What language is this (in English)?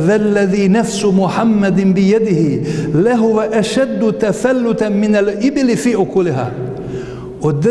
Bosnian